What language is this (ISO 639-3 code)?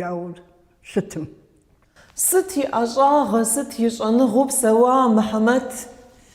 kbd